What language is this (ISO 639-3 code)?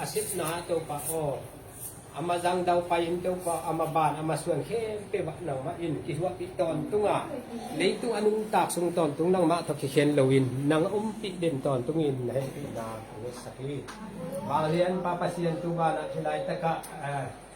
ctd